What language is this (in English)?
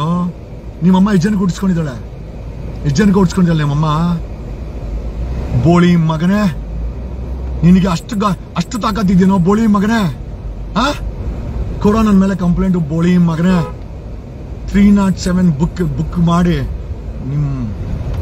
Kannada